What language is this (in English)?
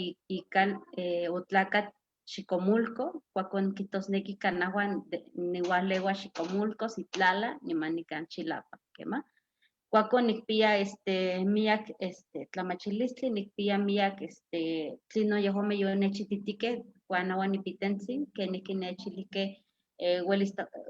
Eastern Huasteca Nahuatl